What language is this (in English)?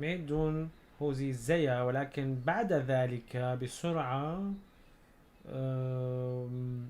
North Levantine Arabic